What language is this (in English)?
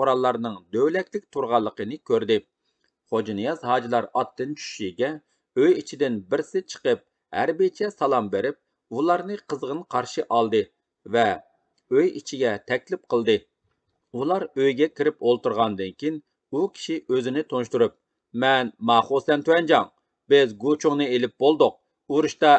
Uyghur